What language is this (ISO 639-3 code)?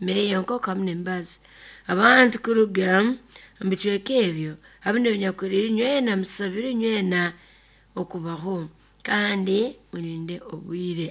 nyo